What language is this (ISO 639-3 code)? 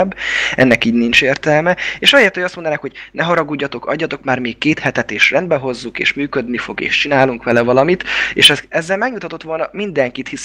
hun